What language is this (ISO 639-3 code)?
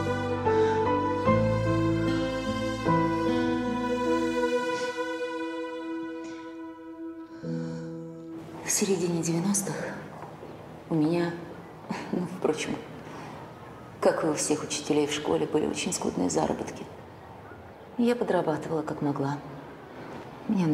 rus